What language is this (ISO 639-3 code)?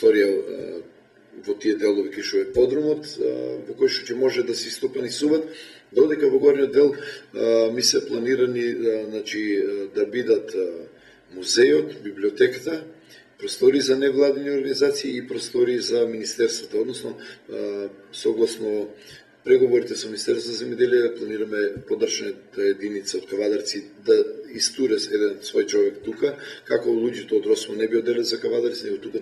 mkd